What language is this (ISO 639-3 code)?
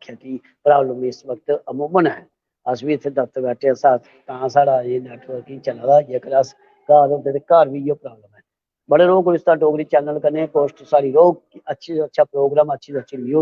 doi